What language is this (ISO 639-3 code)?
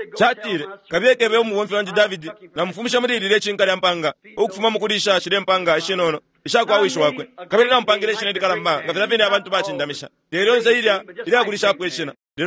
bem